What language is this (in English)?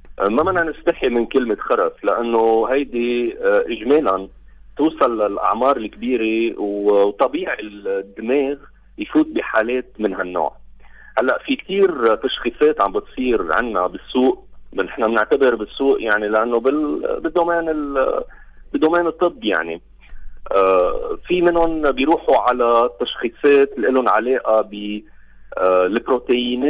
North Levantine Arabic